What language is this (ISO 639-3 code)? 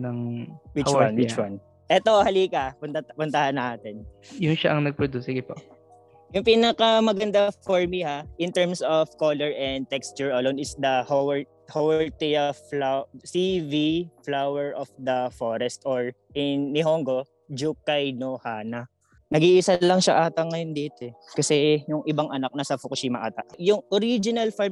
fil